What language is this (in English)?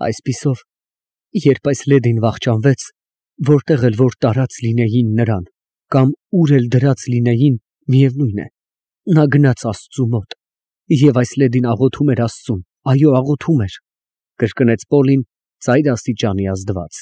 Armenian